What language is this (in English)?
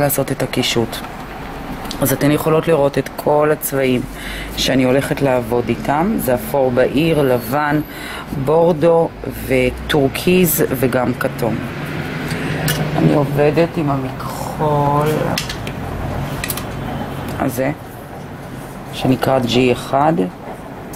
Hebrew